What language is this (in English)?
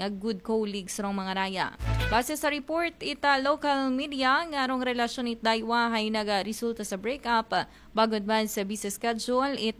Aklanon